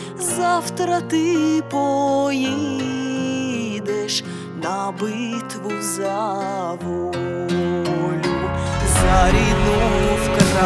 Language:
Ukrainian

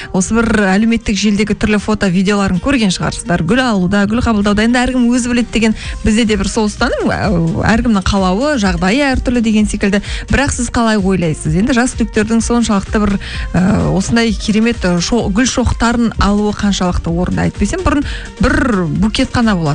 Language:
Kazakh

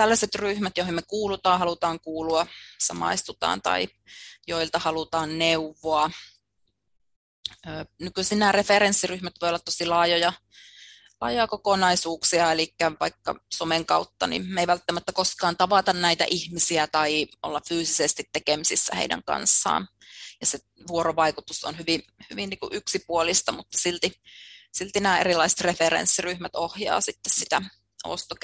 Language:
Finnish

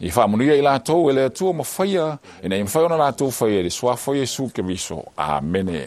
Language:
Samoan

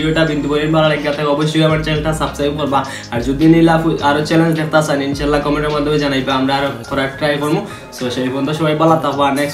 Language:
Sylheti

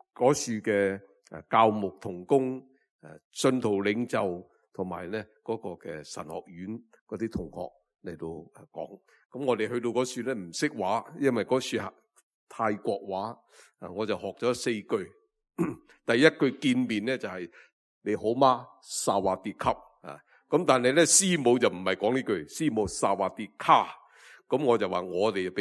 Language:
Cantonese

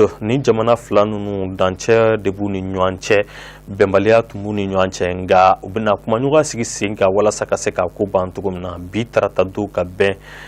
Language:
Bambara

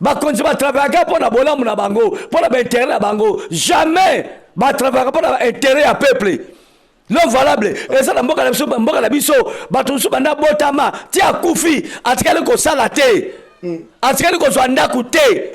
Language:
Lingala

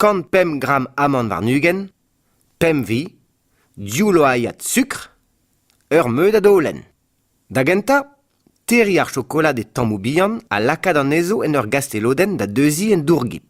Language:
Breton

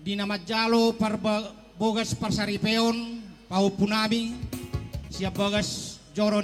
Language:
Batak Toba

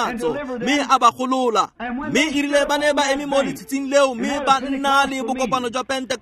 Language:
Tswana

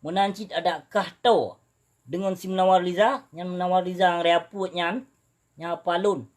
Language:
Achinese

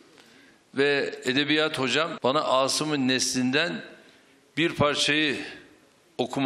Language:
Turkish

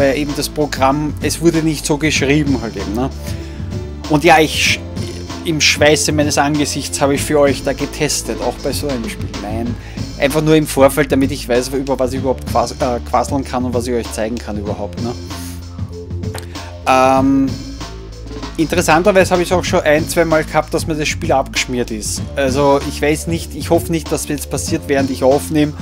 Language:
German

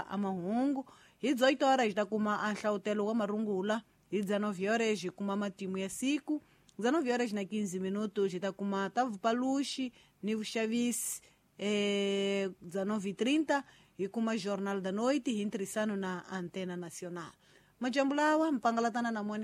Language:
Tsonga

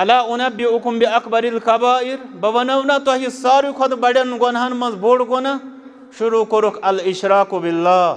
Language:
Kashmiri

